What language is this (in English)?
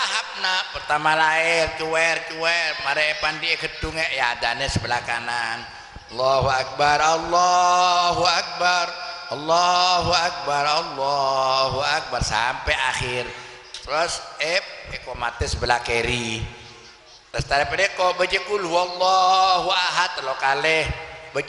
Madurese